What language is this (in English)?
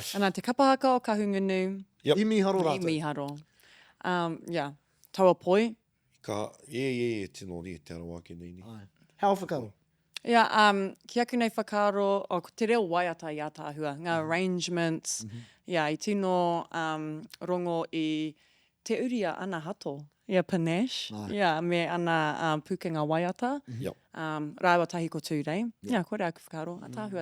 Māori